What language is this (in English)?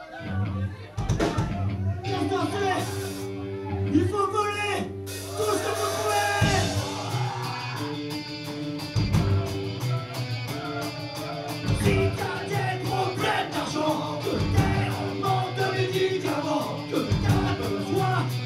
French